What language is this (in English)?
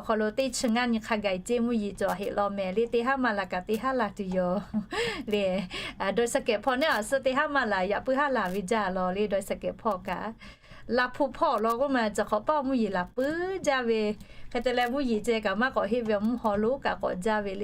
Lahu